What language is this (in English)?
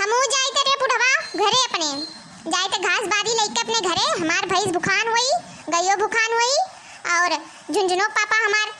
Awadhi